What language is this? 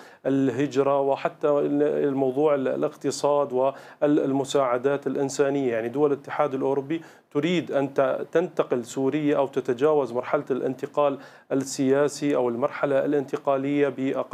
Arabic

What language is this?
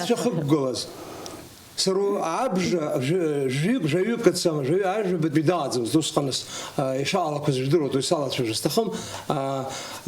Abkhazian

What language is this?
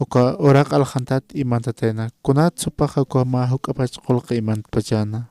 Aymara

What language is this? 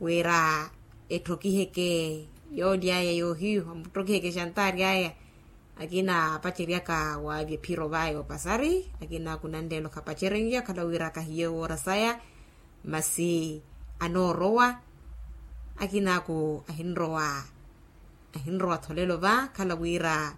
Makhuwa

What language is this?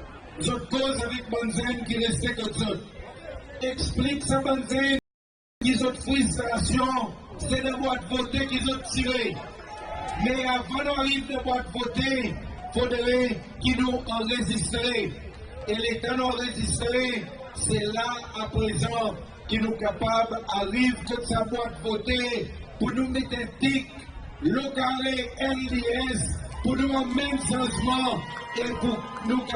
Seselwa Creole French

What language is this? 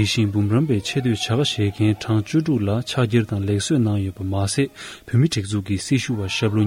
Tibetan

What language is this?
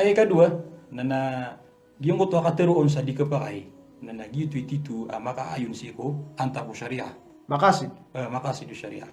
Maranao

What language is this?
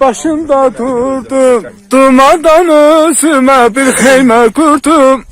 Azerbaijani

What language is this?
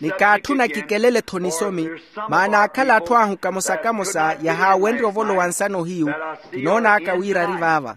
Makhuwa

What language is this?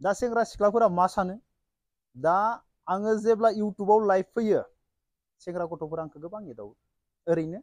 Bodo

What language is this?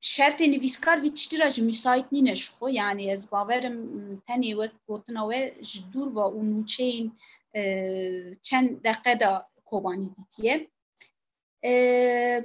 Kurdish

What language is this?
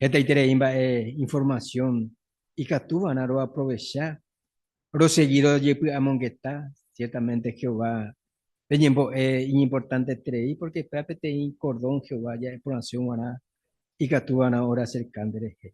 Guarani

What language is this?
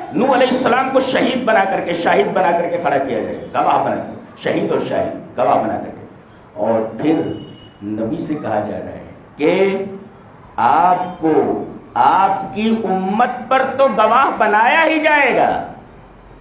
Urdu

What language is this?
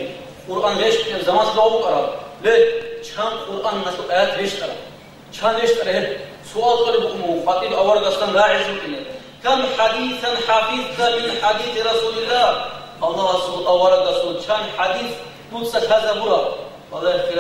Avaric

